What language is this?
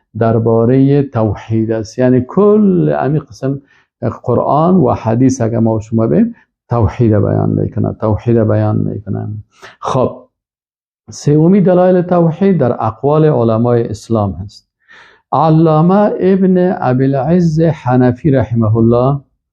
Persian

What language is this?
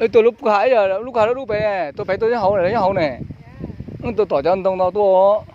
Hmong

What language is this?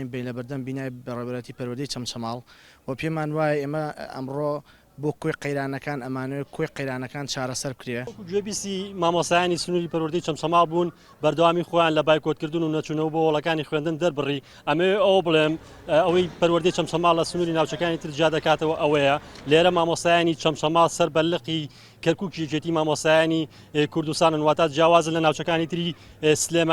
Central Kurdish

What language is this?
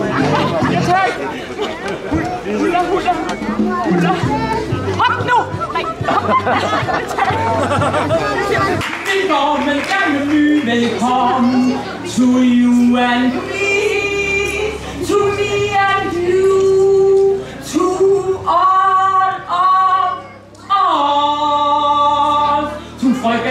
Danish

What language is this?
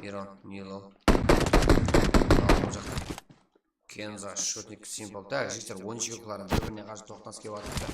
Kara-Kalpak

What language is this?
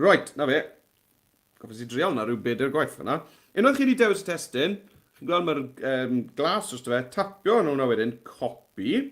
Welsh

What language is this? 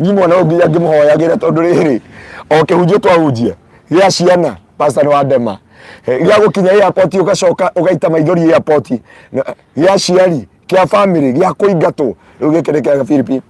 Kikuyu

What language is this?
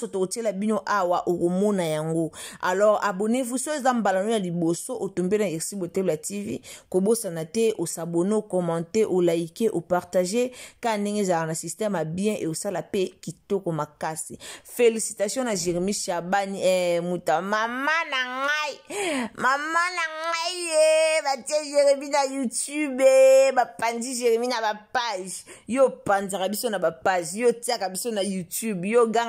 Lingala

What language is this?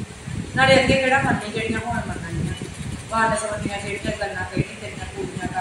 Punjabi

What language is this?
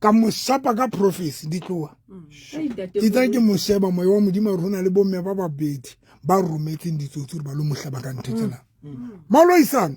Southern Sotho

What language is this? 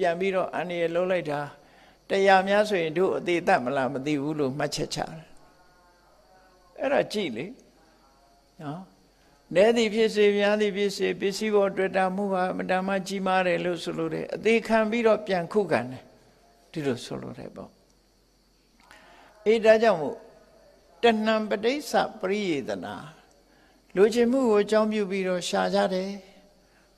Burmese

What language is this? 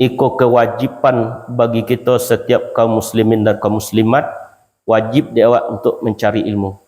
Minangkabau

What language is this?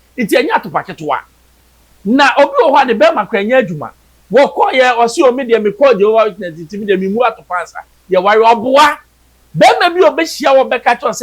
Akan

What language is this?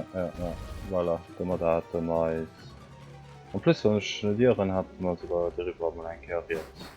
Luxembourgish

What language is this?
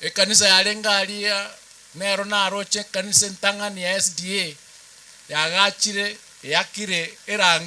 Gusii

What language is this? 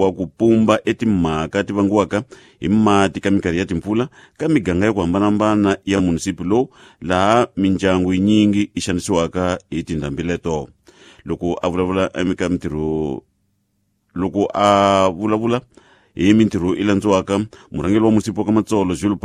Tsonga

